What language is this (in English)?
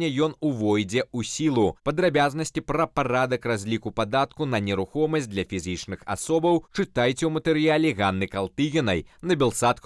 Belarusian